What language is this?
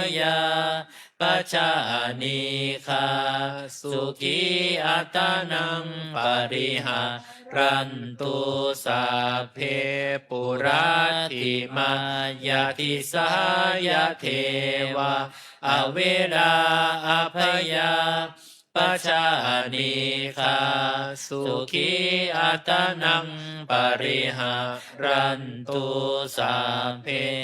Pali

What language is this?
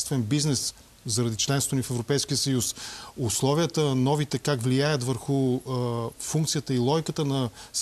Bulgarian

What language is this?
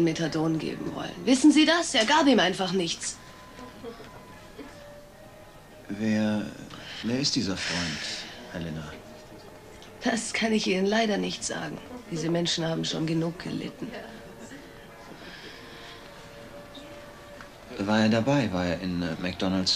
German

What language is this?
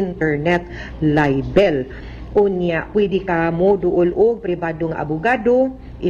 Cebuano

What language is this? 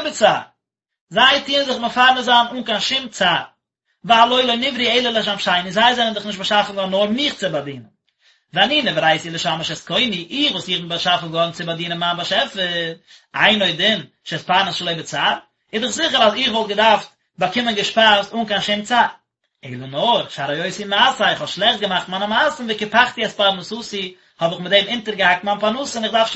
Yiddish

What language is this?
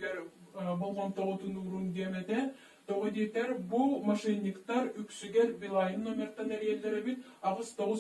Yakut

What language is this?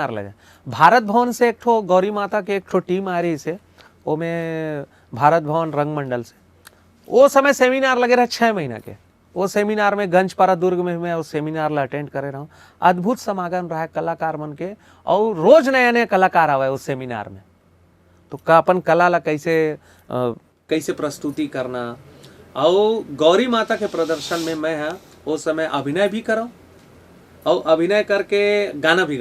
Chhattisgarhi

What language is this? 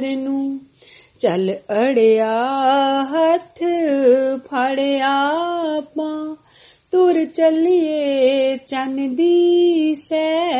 Punjabi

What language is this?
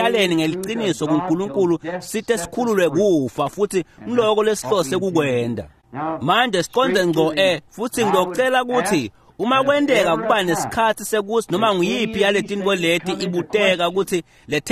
Swati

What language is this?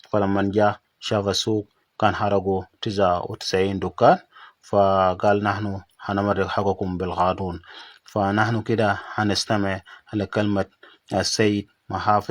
Dinka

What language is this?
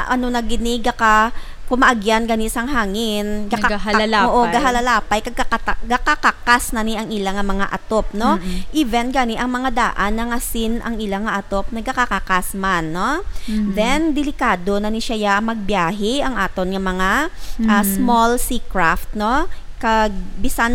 Hiligaynon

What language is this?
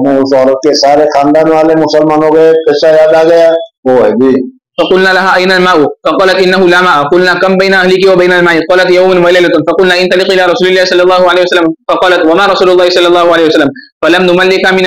Urdu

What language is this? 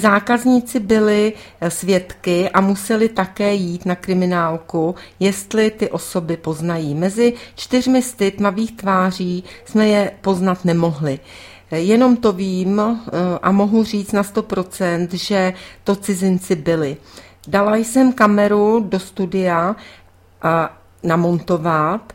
Czech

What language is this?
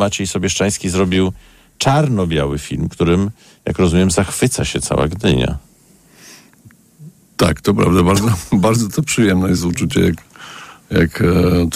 Polish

